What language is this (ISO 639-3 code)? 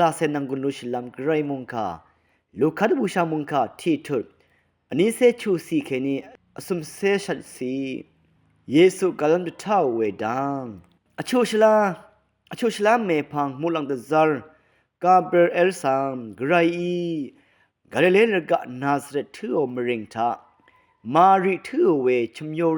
raw